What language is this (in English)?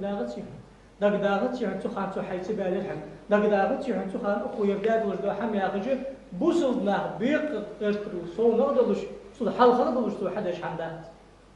Ingush